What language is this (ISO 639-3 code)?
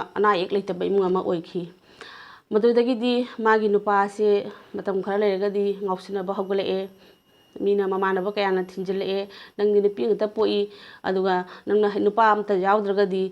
mni